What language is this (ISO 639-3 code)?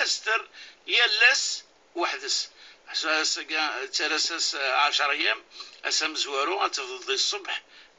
kab